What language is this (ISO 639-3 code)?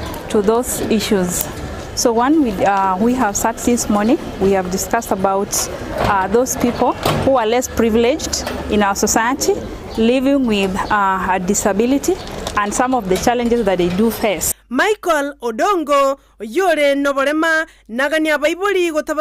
guz